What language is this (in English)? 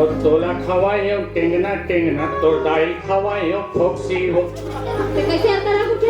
Chhattisgarhi